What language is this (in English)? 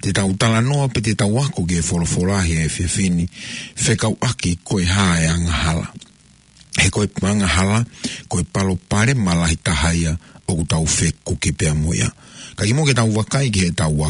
Tongan